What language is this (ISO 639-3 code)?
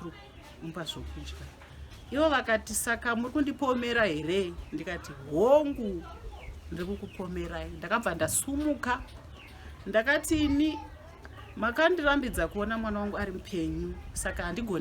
sna